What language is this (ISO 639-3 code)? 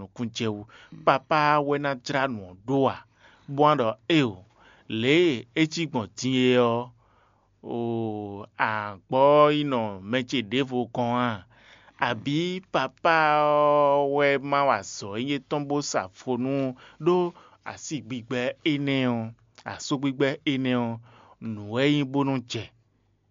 fon